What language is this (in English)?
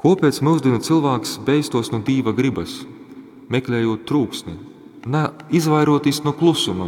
Latgalian